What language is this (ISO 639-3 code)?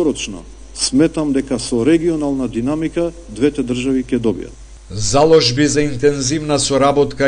mkd